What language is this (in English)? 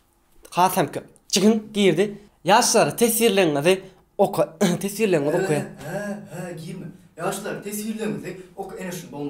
Turkmen